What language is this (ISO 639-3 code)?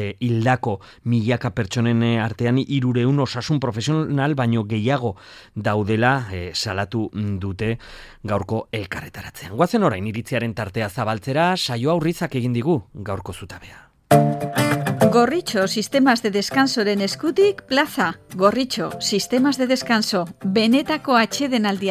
eus